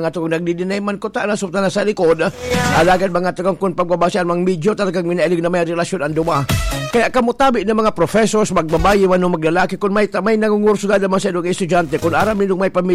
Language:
Bikol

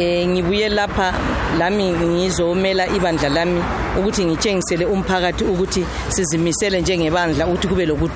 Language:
North Ndebele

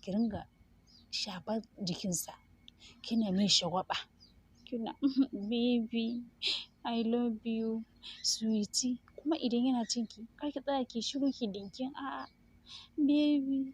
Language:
Hausa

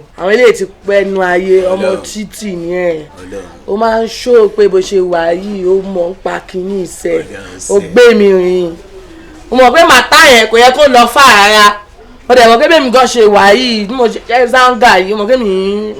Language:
Yoruba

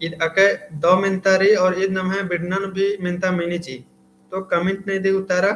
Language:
Kurukh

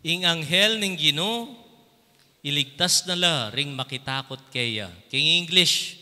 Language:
Pampanga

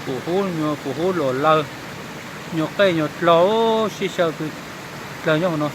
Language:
Hmong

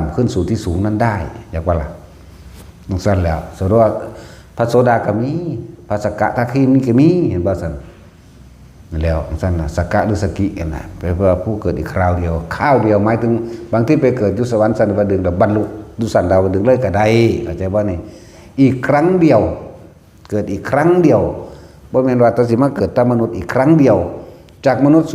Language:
Northeastern Thai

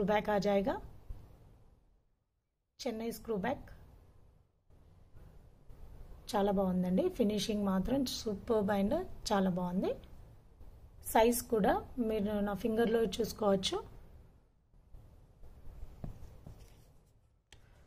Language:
Telugu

